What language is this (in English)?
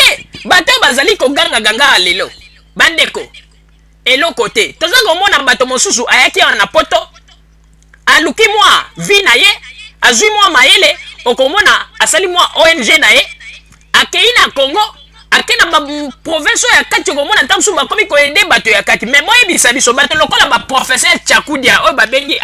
Lingala